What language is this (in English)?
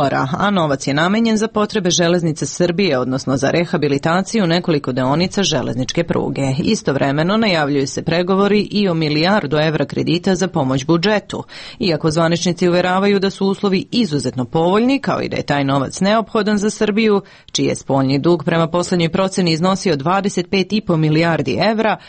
Serbian